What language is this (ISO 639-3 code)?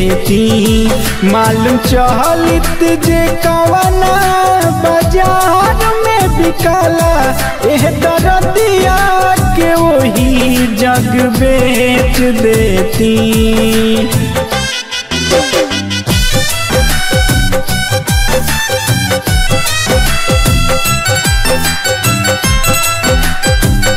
bho